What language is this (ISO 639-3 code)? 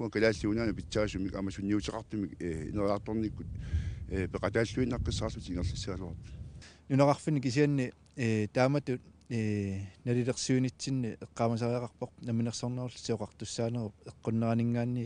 kal